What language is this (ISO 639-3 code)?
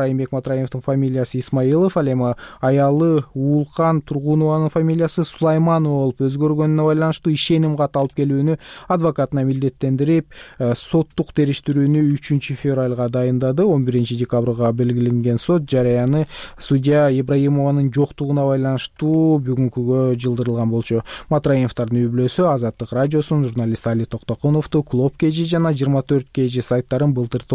kir